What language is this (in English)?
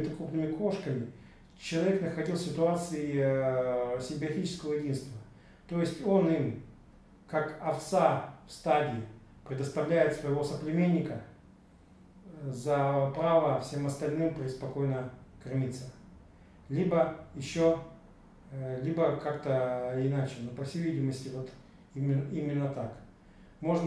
Russian